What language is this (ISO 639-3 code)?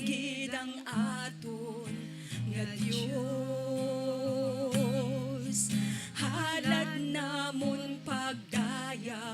hil